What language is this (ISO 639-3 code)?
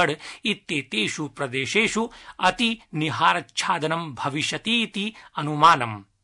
san